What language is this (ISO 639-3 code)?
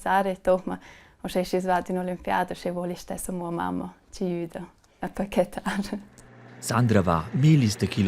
roh